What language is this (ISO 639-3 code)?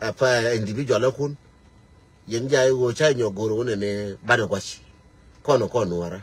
nus